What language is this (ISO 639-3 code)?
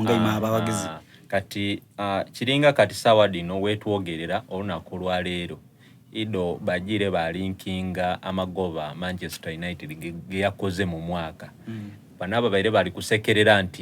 xog